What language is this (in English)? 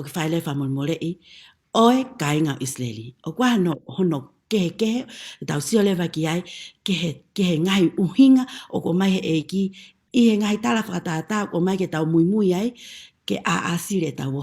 Tongan